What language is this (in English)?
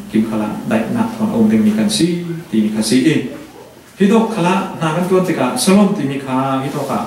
Falam Chin